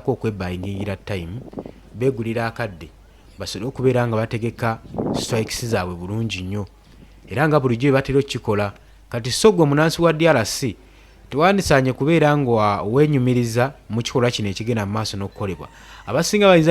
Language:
Ganda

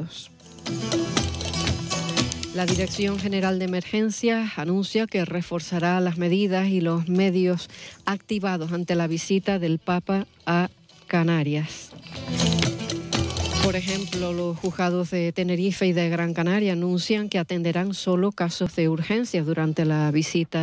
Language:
Spanish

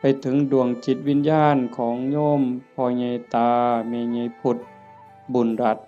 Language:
Northeastern Thai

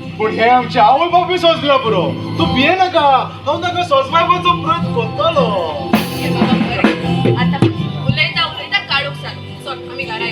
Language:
Konkani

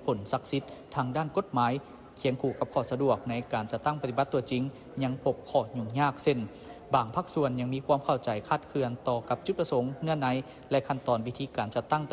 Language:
Lao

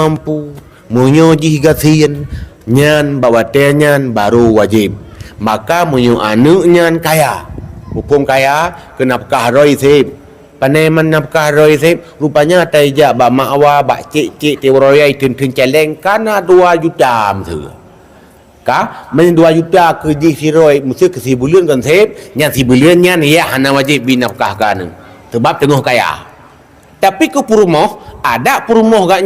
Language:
Achinese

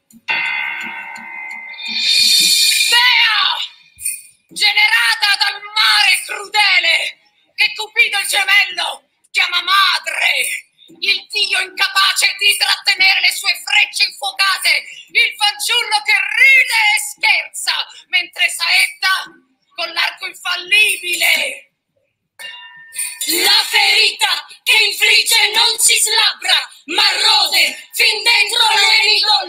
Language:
Italian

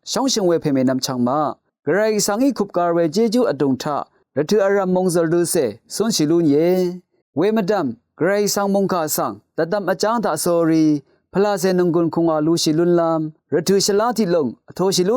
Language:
Rawang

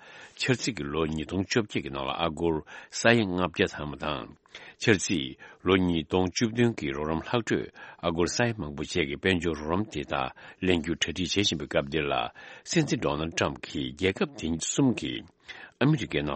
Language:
Tibetan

